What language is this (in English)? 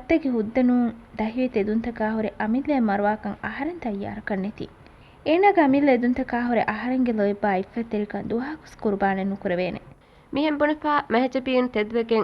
Divehi